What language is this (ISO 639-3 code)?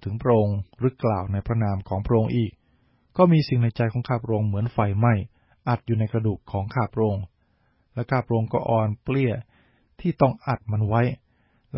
tha